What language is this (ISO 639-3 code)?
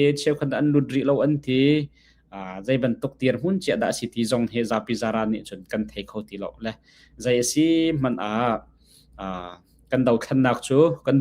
cnh